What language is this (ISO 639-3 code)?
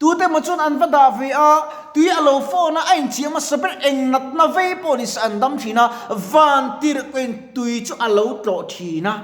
lus